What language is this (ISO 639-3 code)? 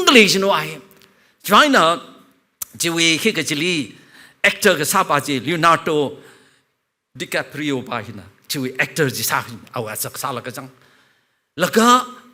nmf